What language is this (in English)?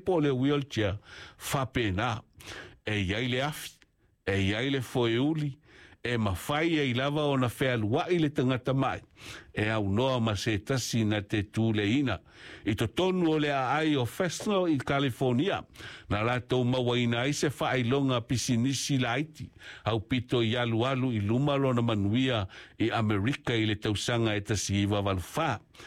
Samoan